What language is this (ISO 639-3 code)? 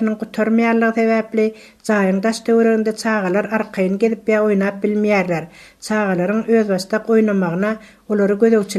tuk